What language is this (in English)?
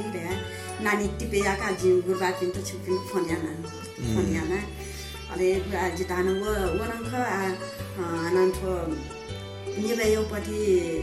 Newari